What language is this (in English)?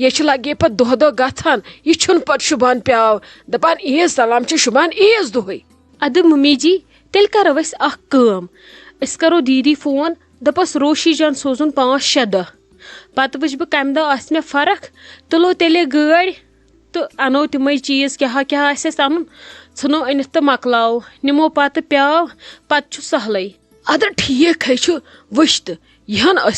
Kashmiri